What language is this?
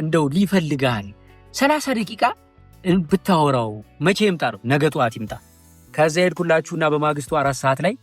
Amharic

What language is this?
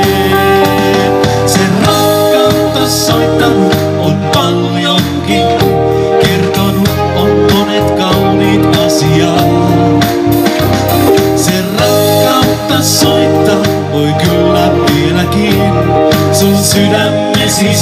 Finnish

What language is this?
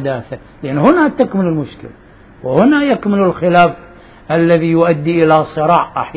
Arabic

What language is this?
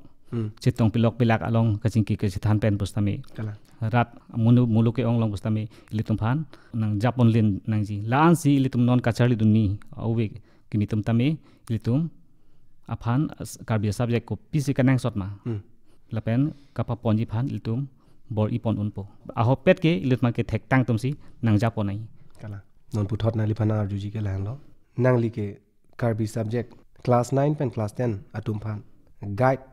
Karbi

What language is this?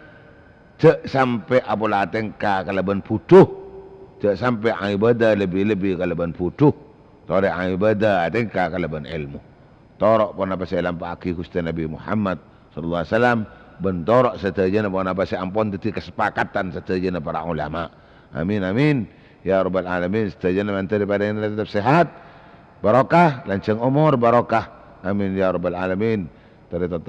Madurese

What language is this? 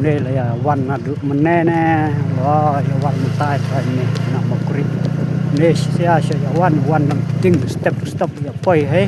Khasi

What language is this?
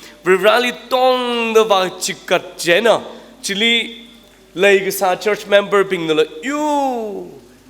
Tangkhul Naga (India)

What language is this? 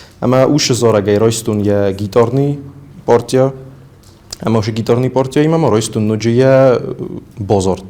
Ossetic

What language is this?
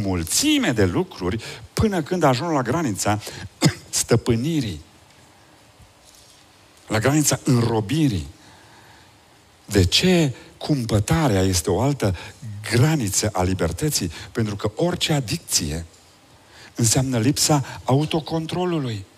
Romanian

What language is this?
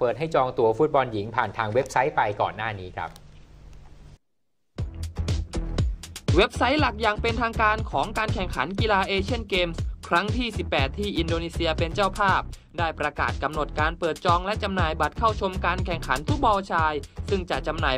Thai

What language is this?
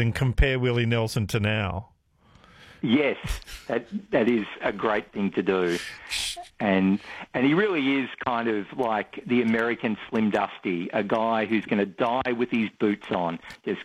English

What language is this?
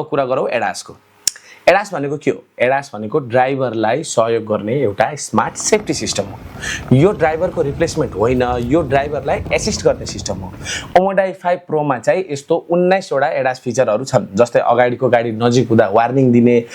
Nepali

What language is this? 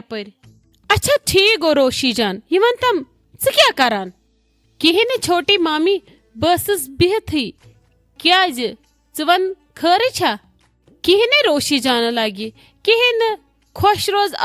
Kashmiri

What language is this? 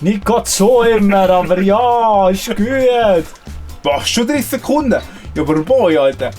Swiss German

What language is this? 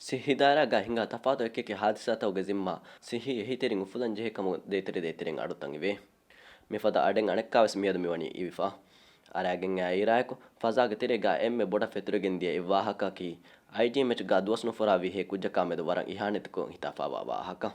Divehi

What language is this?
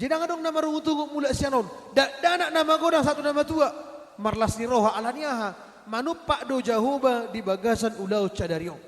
Batak Toba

